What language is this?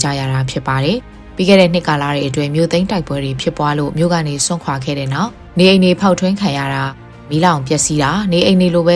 Burmese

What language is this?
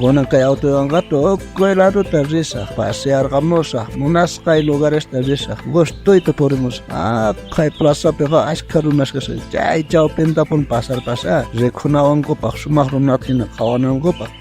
South Bolivian Quechua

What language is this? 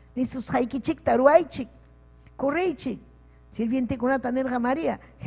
Ayacucho Quechua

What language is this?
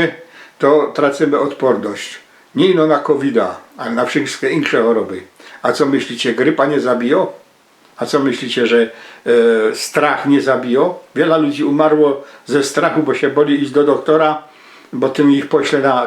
Silesian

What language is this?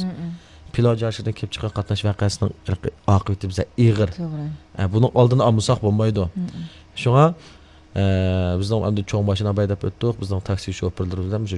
Uyghur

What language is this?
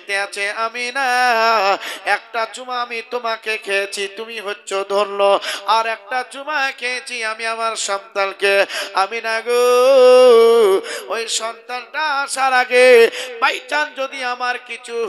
Bangla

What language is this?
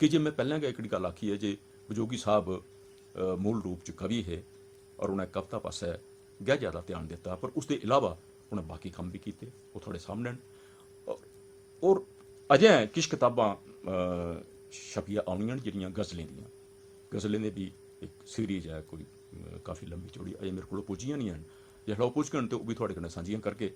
Dogri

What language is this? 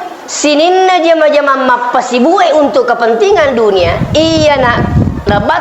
Buginese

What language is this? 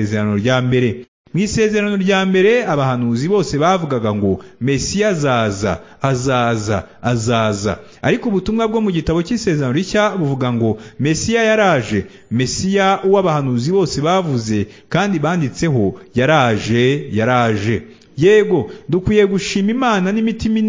Kinyarwanda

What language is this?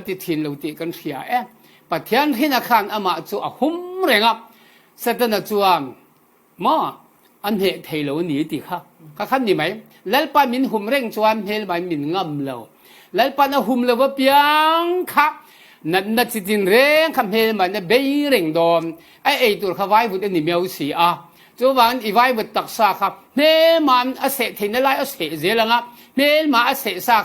Falam Chin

